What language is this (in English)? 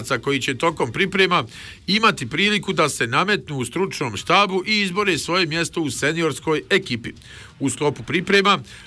Bosnian